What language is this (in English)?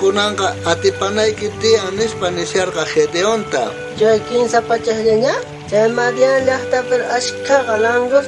South Bolivian Quechua